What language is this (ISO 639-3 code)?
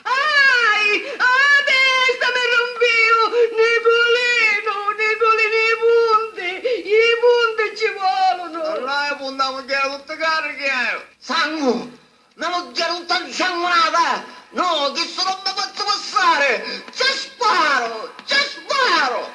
scn